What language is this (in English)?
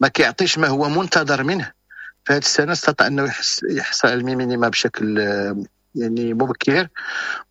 Moroccan Arabic